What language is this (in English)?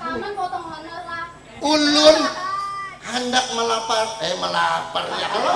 Banjar